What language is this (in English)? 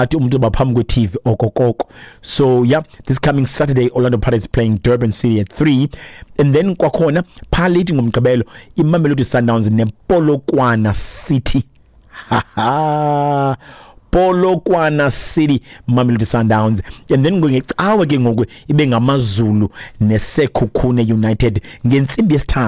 Xhosa